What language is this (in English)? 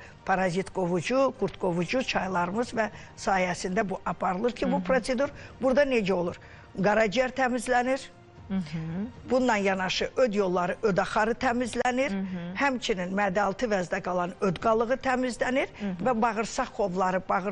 Azerbaijani